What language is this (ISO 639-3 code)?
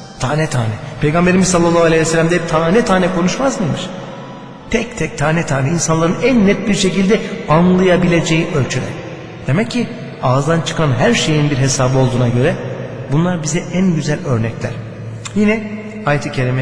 tur